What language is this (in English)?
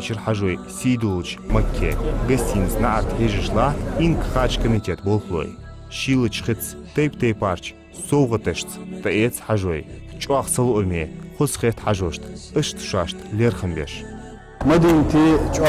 Ingush